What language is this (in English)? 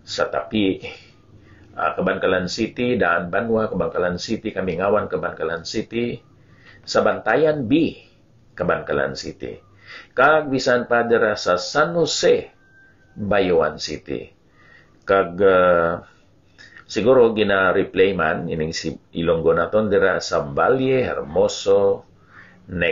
Hiligaynon